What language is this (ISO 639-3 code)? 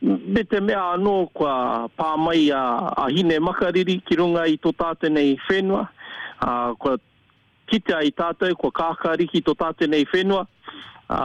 mri